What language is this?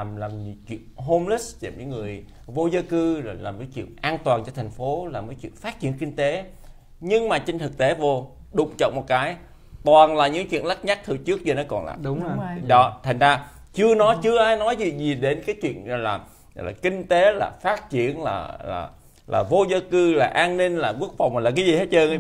Vietnamese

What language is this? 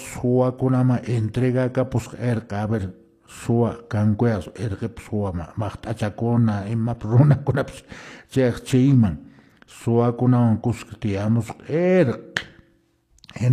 Quechua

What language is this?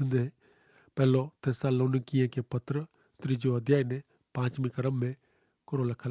Kachhi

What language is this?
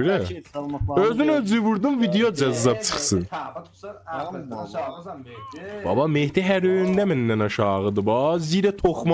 South Azerbaijani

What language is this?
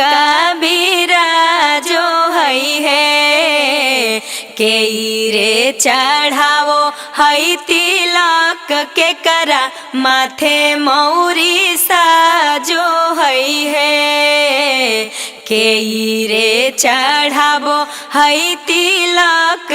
Magahi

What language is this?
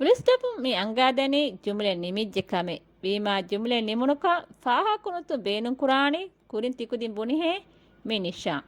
Divehi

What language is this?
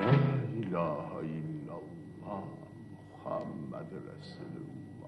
Bashkir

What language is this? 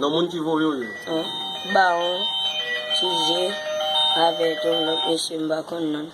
Haitian Creole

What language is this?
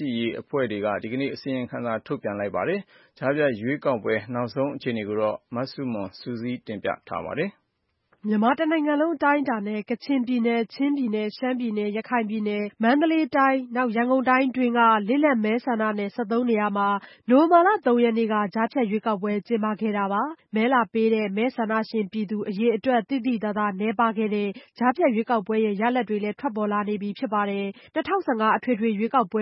Burmese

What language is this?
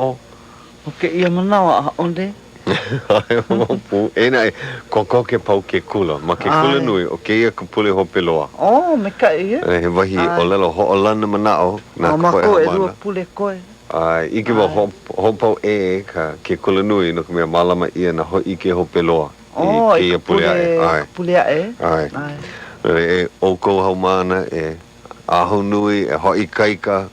Hawaiian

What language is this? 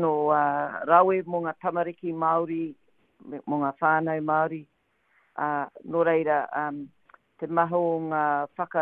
Māori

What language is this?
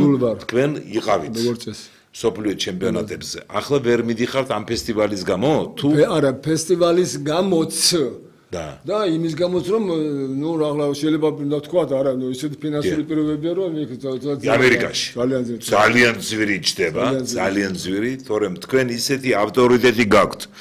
Georgian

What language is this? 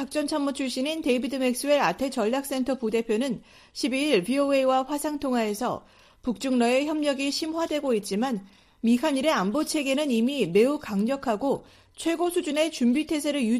Korean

